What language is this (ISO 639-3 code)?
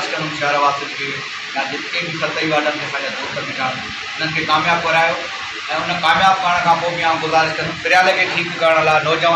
snd